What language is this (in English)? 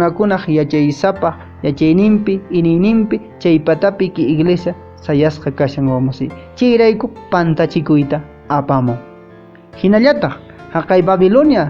Quechua